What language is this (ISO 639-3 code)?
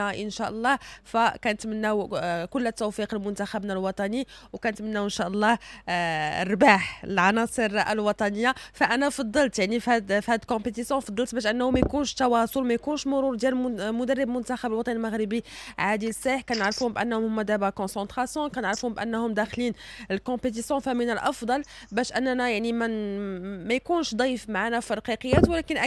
ary